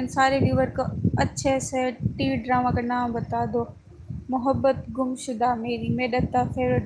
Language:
Saraiki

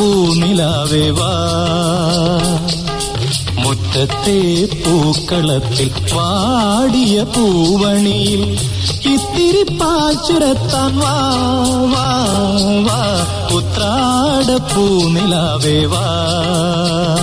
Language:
Malayalam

